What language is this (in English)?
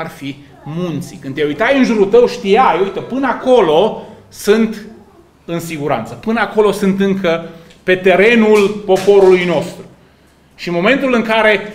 Romanian